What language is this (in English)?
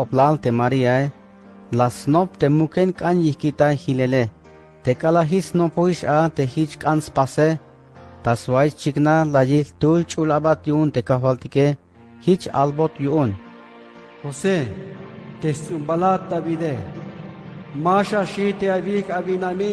Tzeltal